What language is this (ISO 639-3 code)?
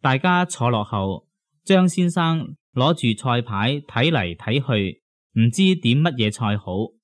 yue